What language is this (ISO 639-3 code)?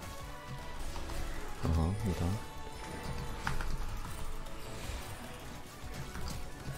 pol